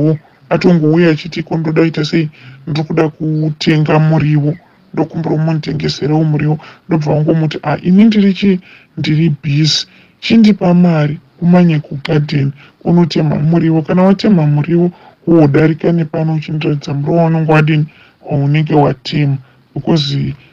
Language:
Shona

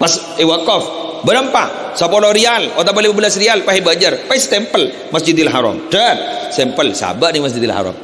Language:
Madurese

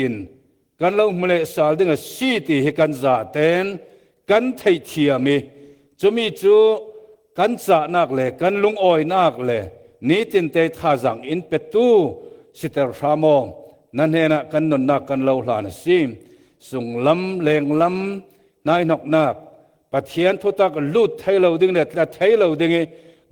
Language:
Falam Chin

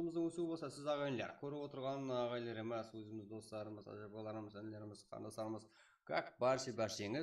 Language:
Kara-Kalpak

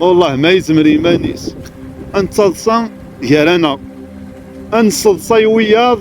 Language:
Kabyle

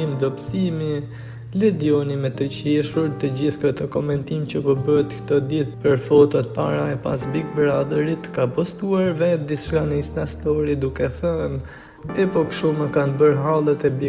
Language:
Albanian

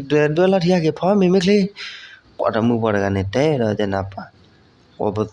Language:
S'gaw Karen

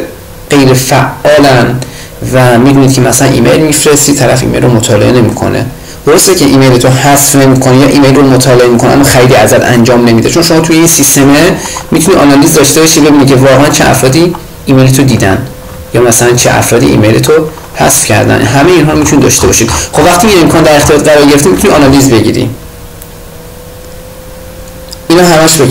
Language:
Persian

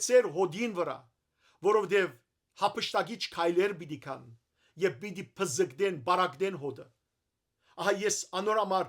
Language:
Western Armenian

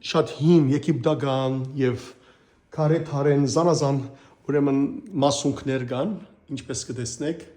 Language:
Western Armenian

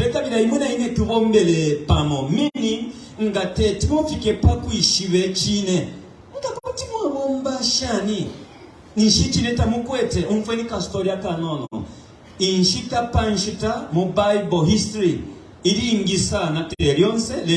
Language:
Bemba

